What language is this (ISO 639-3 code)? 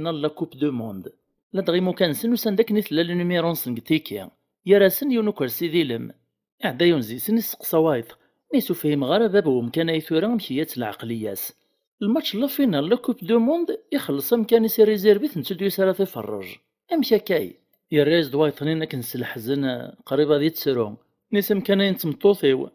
kab